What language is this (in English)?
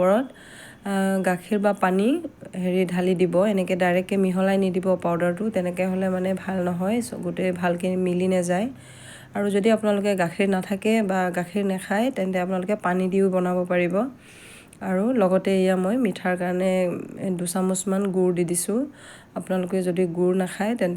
Assamese